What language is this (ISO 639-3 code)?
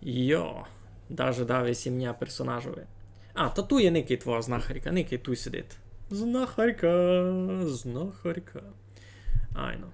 rue